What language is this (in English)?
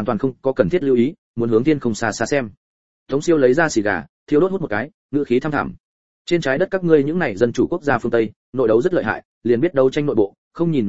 Vietnamese